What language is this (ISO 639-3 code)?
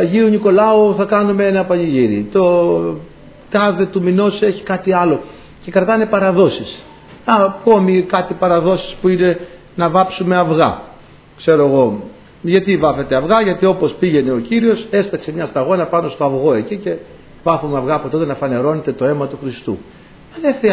ell